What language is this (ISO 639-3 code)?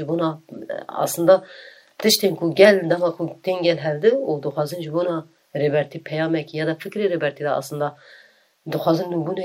kur